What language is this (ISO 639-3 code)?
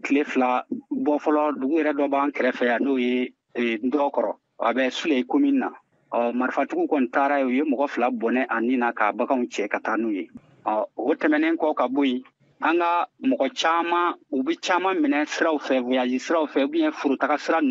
bam